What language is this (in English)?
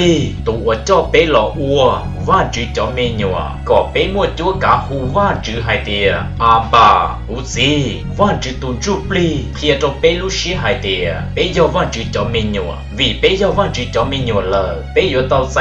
Hmong